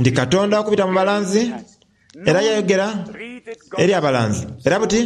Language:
Soga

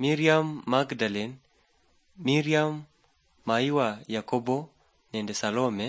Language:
Luyia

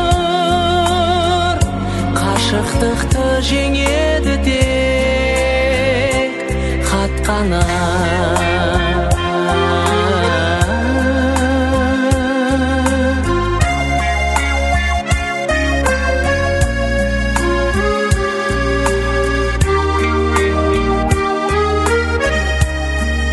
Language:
Kazakh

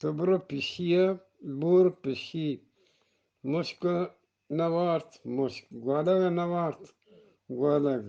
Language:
Eastern Balochi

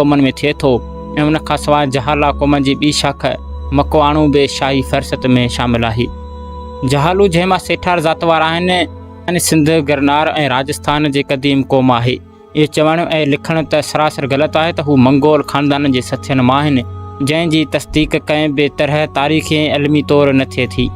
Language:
Sindhi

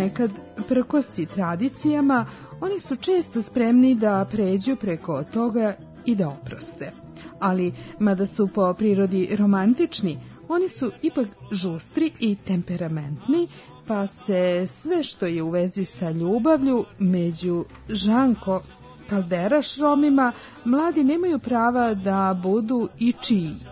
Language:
Serbian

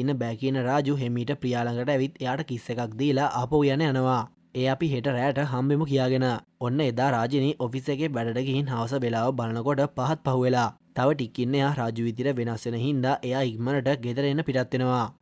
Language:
Sinhala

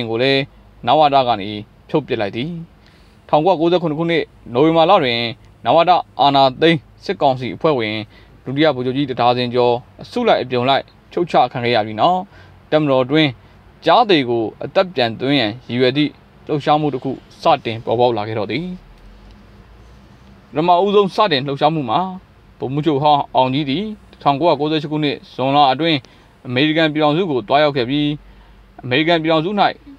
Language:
Burmese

